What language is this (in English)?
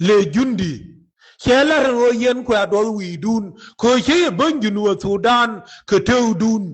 Nuer